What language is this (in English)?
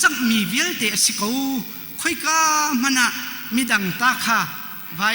Hakha Chin